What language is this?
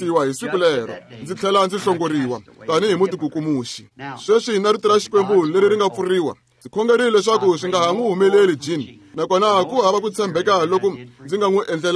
Tsonga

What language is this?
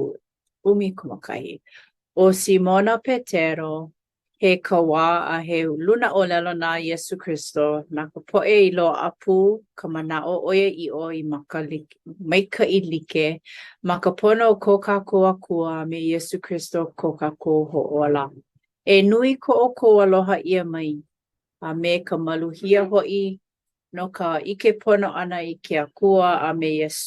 Hawaiian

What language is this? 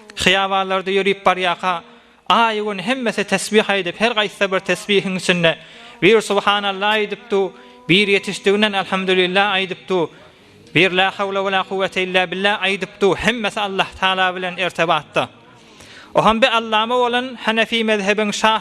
Turkmen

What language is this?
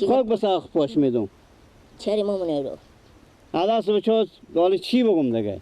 Persian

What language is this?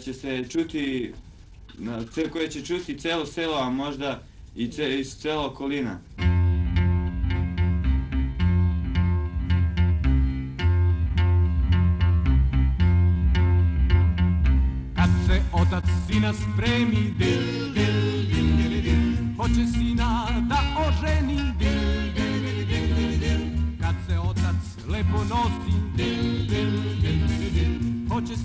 Serbian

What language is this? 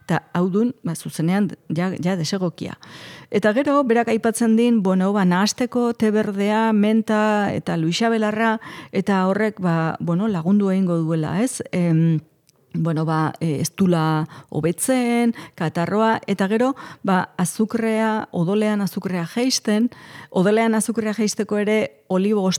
Basque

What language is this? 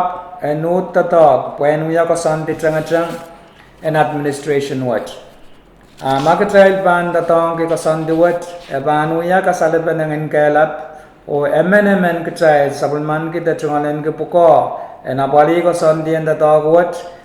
Pohnpeian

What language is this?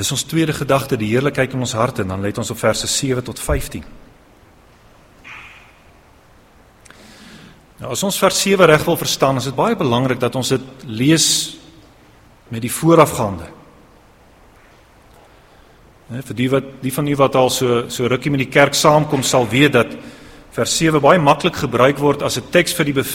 Afrikaans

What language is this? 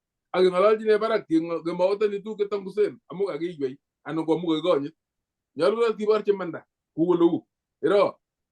Kalenjin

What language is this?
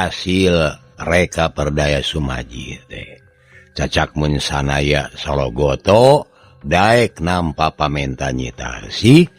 Sundanese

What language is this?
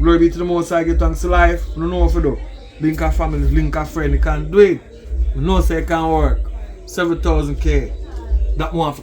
Jamaican Creole English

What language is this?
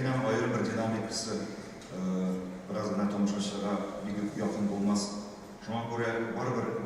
Tatar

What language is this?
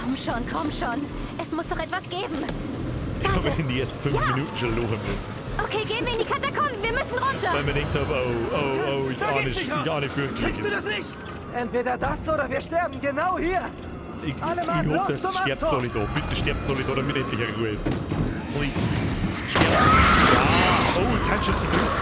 Bavarian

